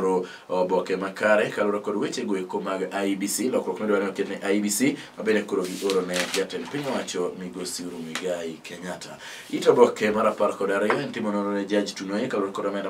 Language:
Luo (Kenya and Tanzania)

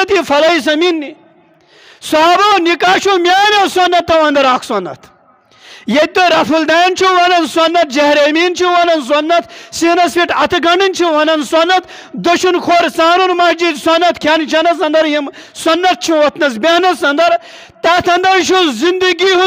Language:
Kashmiri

